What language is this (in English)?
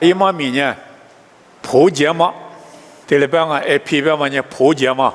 Lisu